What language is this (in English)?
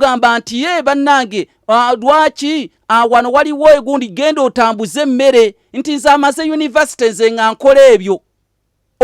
Ganda